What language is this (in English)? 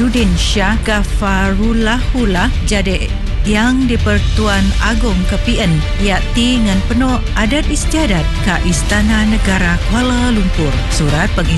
Malay